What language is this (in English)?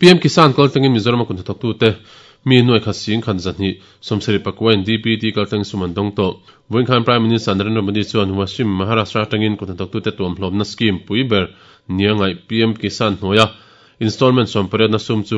Mizo